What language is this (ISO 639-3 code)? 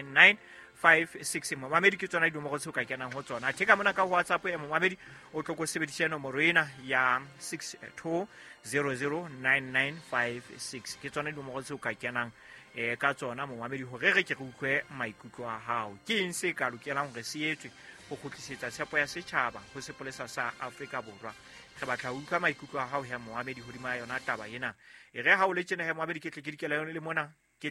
sot